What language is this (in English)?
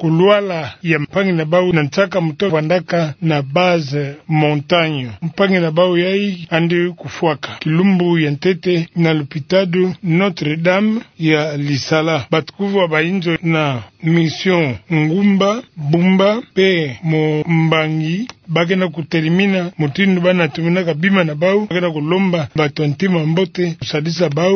Kituba (Democratic Republic of Congo)